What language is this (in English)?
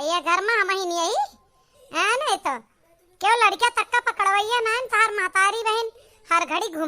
Awadhi